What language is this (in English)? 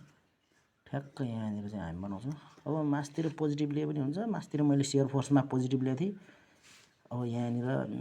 Nepali